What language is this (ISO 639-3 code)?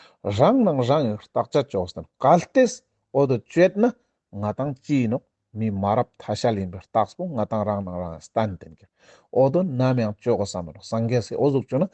lbj